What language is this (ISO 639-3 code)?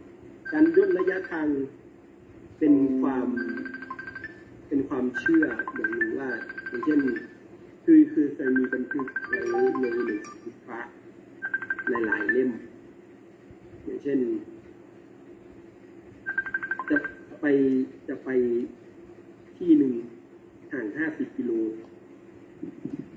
tha